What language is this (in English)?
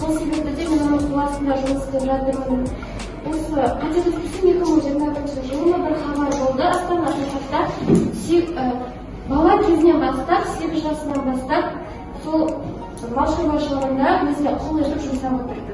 Kazakh